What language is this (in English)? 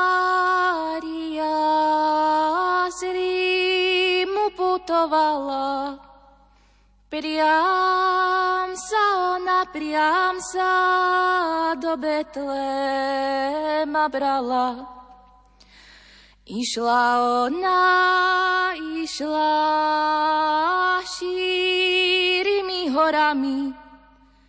Slovak